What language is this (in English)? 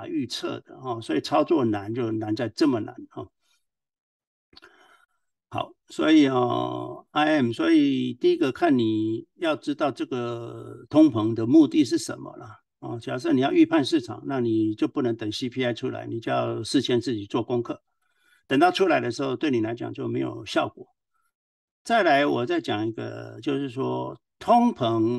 Chinese